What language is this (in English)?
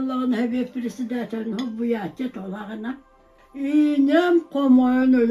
Yakut